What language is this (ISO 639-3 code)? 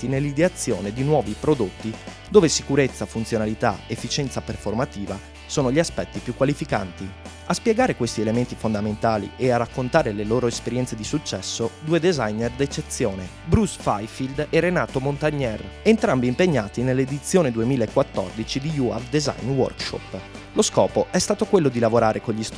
ita